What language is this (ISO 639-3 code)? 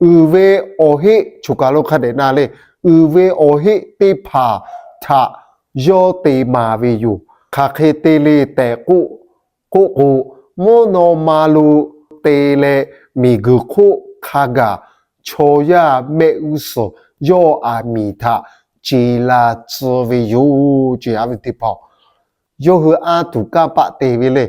lhu